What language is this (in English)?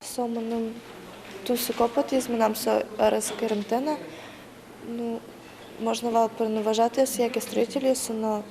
Udmurt